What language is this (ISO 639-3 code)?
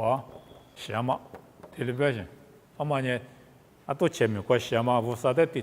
lis